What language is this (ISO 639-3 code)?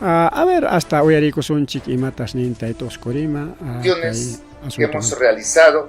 quy